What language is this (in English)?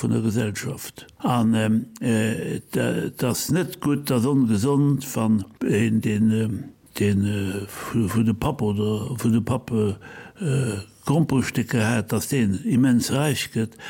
Luxembourgish